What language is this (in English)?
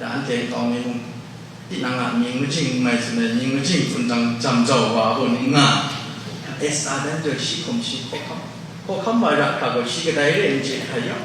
Kachin